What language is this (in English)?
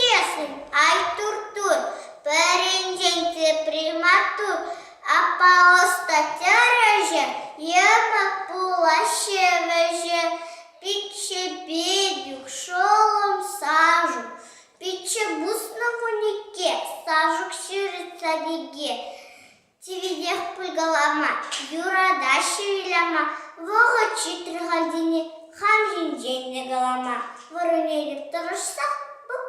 Chuvash